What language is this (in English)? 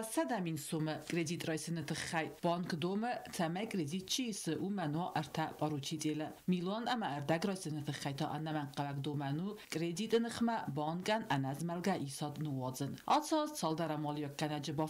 Ossetic